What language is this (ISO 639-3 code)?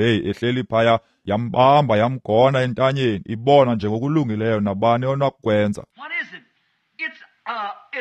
xho